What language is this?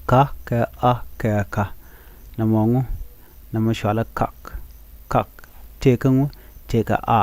Nuer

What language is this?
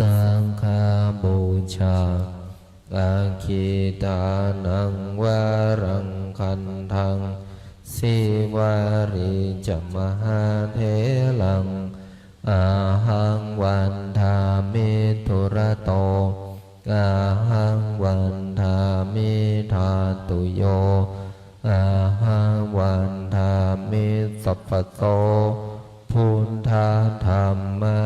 Pali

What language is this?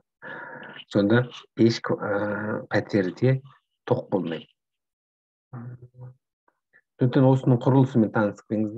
Kazakh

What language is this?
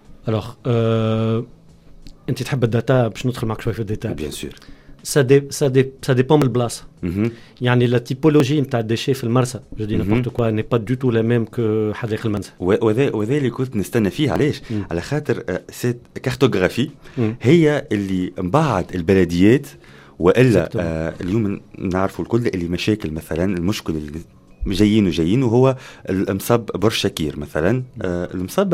Tunisian Arabic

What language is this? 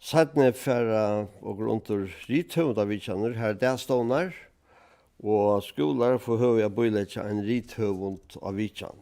Faroese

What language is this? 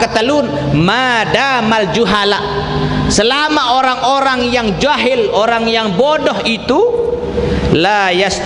Sasak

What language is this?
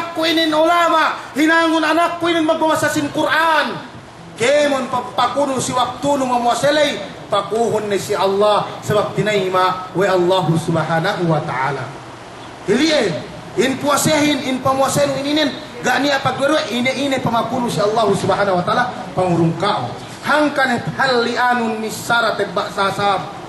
Yakan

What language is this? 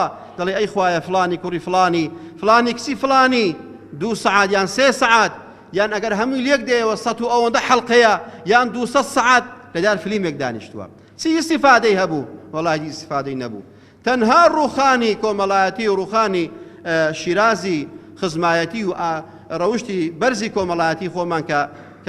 Central Kurdish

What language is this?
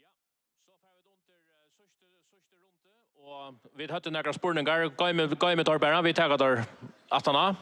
Faroese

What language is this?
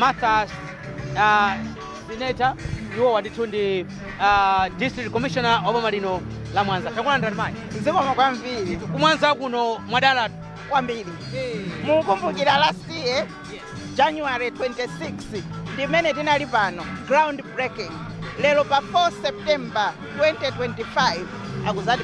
Nyanja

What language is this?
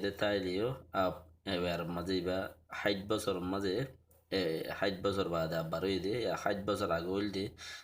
Rohingya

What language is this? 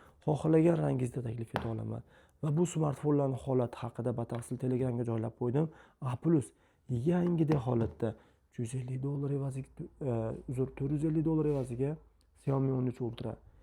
Uzbek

